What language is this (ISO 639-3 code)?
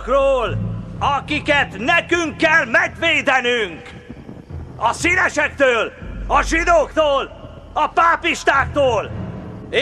hun